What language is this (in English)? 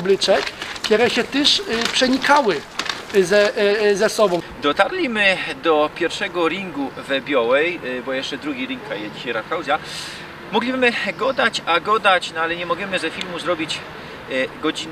Silesian